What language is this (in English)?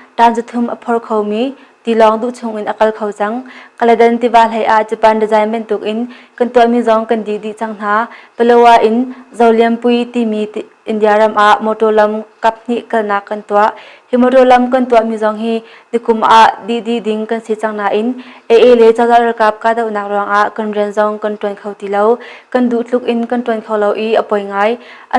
Hakha Chin